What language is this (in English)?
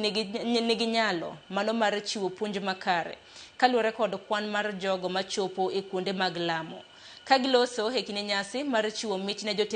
Luo (Kenya and Tanzania)